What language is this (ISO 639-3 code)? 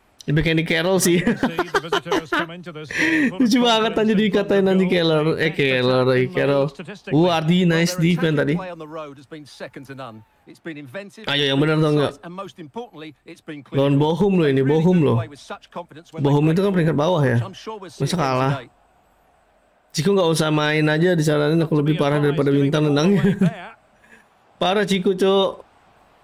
ind